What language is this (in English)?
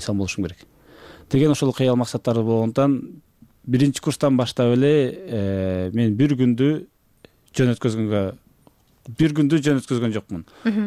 Kyrgyz